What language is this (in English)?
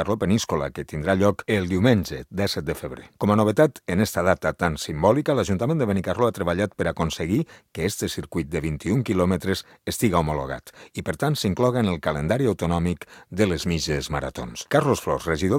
Catalan